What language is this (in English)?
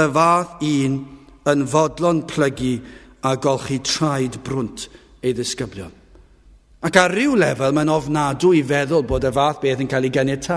Welsh